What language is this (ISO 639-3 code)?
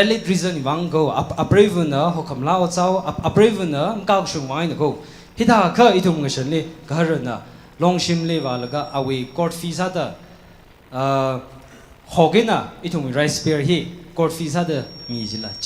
nmf